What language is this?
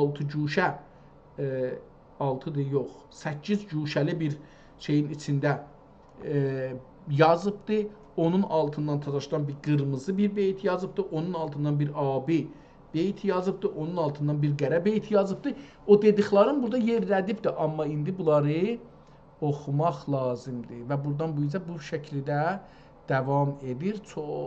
South Azerbaijani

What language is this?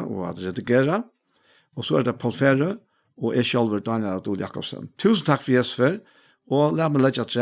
Faroese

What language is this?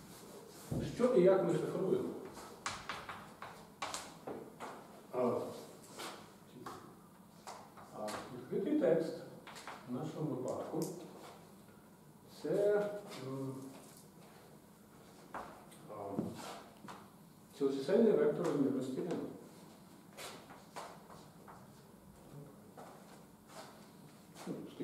Ukrainian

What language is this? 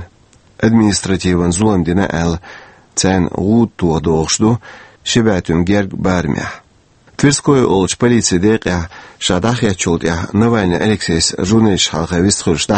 Chechen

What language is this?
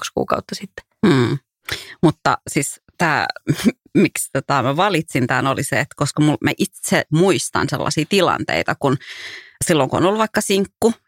Finnish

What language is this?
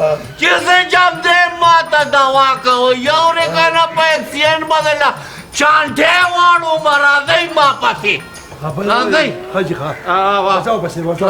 Pashto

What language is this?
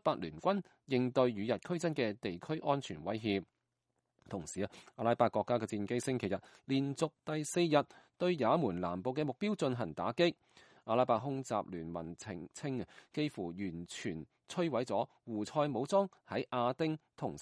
Cantonese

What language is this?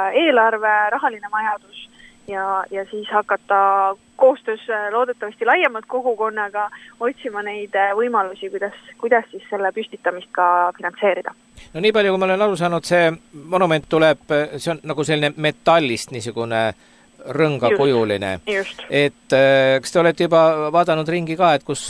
Estonian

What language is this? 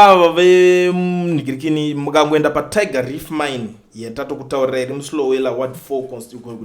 Shona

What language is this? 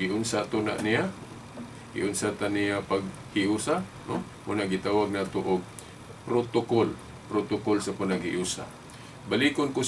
Cebuano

